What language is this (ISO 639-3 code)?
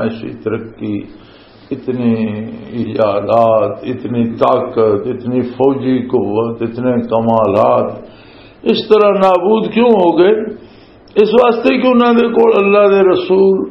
lah